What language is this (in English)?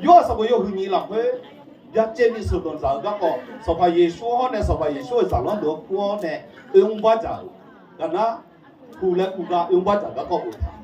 Akha